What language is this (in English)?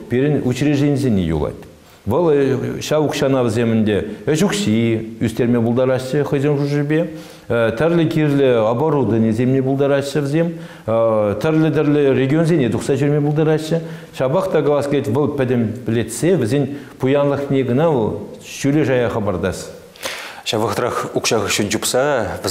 Chuvash